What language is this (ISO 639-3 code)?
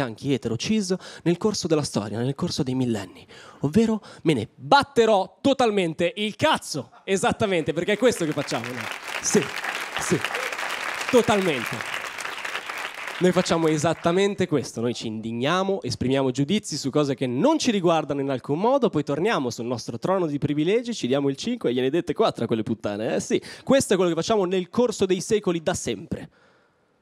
ita